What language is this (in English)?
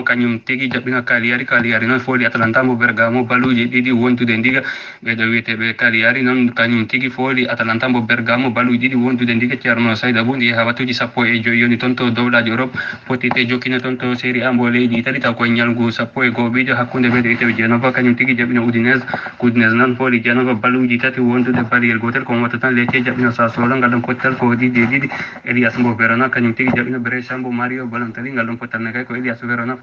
Fula